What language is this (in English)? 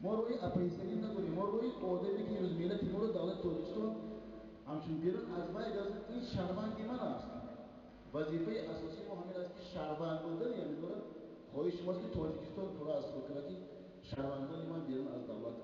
Tajik